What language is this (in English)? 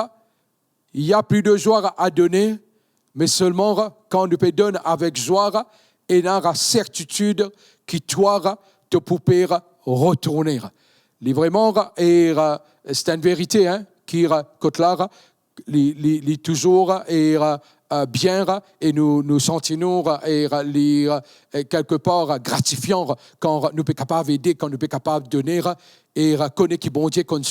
Morisyen